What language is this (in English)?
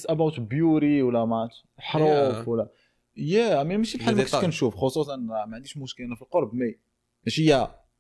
Moroccan Arabic